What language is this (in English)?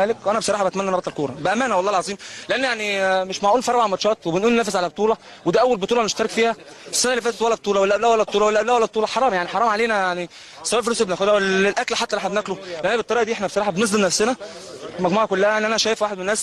Egyptian Arabic